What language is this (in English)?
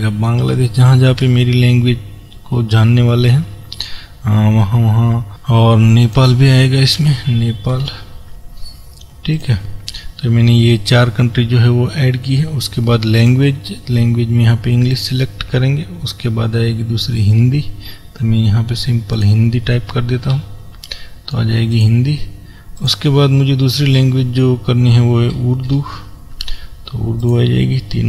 Hindi